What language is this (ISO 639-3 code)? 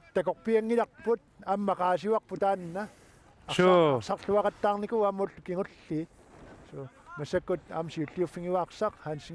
kal